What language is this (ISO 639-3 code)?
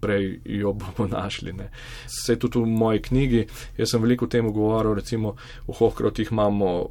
slv